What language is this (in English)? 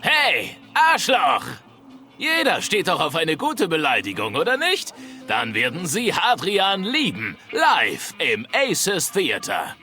Bavarian